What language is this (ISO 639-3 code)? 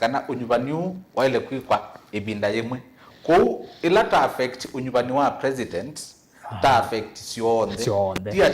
kam